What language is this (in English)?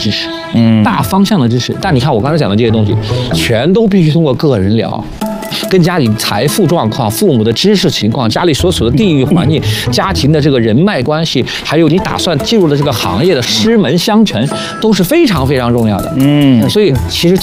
Chinese